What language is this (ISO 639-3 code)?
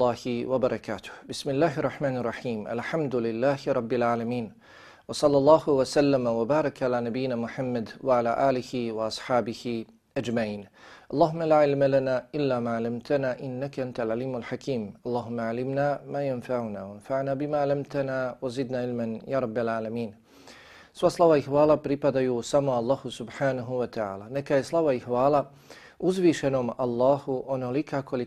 bos